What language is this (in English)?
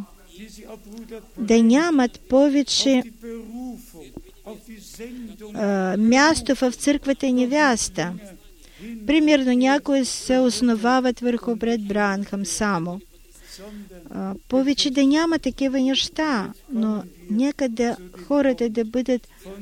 Bulgarian